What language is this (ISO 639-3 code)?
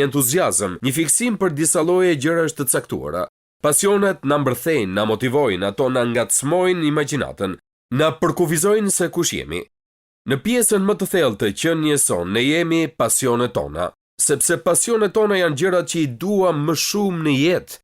sqi